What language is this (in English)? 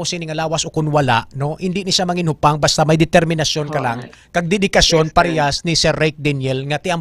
Hiligaynon